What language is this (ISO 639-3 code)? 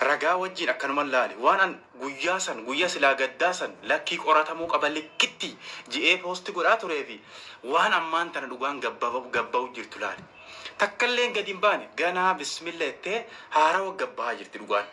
orm